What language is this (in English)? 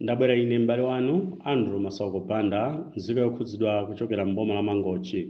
Nyanja